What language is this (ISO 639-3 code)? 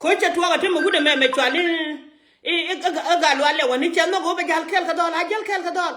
nus